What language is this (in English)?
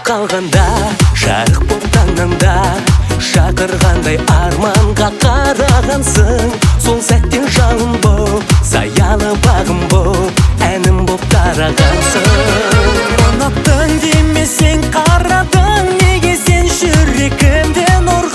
Kazakh